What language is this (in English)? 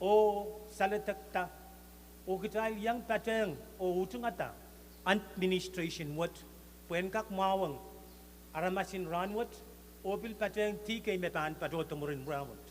Pohnpeian